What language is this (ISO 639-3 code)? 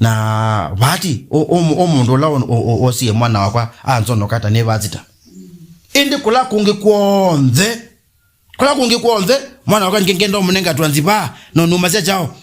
kam